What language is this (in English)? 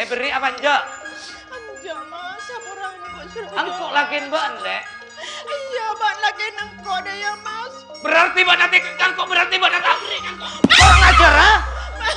Madurese